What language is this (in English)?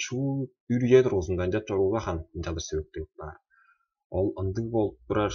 Tuvinian